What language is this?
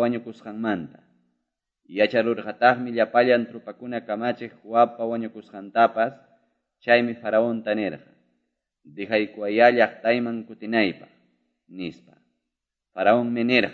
Ayacucho Quechua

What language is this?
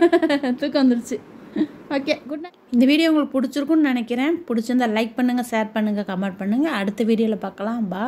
Tamil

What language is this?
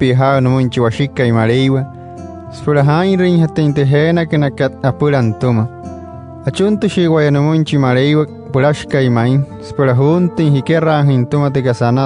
Wayuu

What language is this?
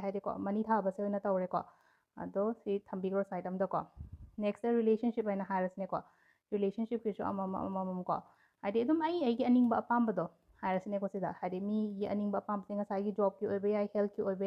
Manipuri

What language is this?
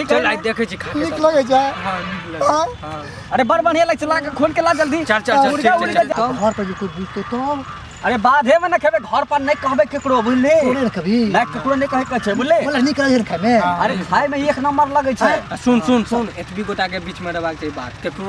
Maithili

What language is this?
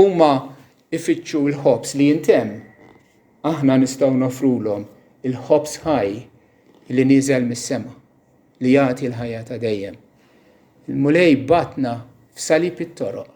Maltese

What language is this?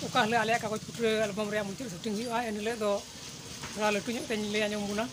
Santali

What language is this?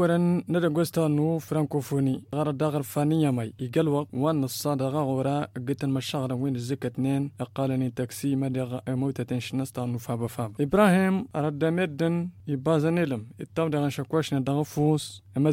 Tamasheq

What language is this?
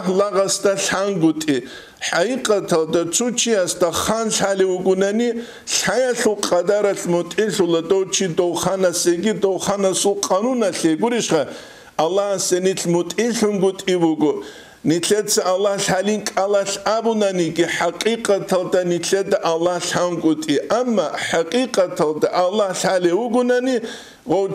Avaric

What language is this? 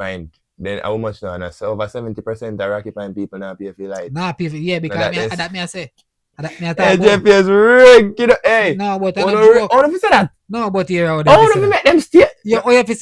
Jamaican Creole English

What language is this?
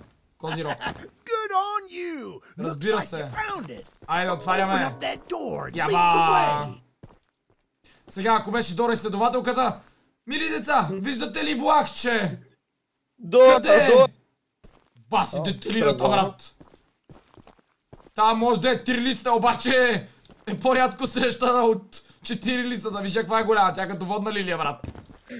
Bulgarian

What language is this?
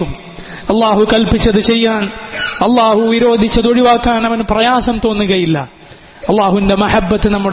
Malayalam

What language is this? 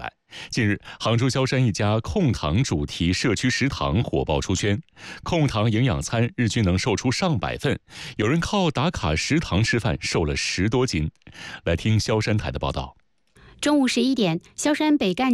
Chinese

